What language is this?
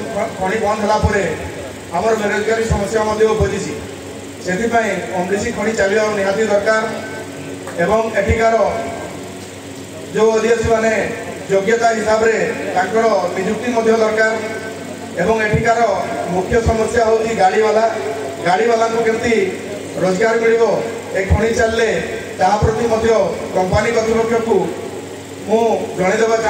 Odia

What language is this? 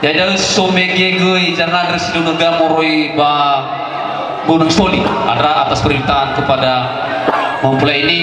Nias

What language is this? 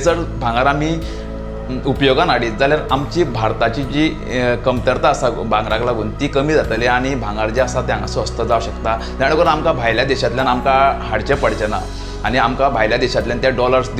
Konkani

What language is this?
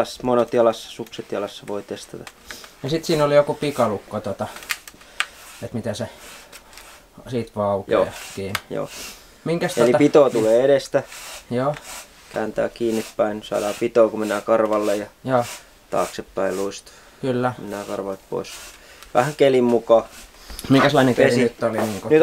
Finnish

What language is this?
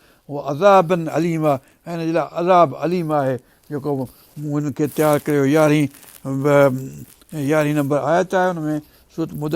Sindhi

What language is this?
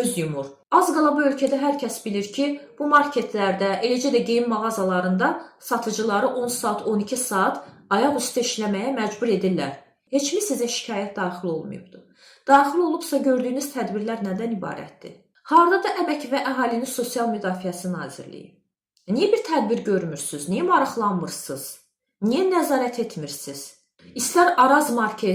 Azerbaijani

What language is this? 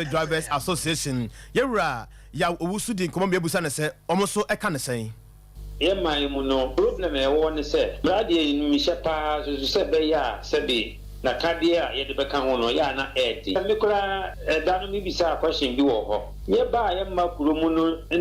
Akan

